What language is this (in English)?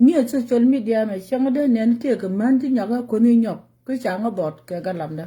Nuer